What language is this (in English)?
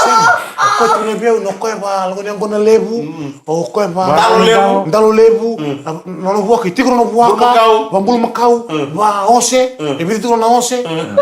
Fijian